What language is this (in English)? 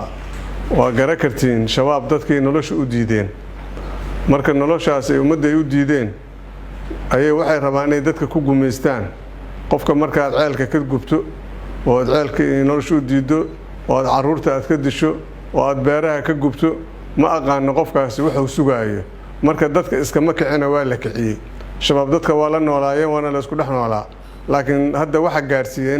Somali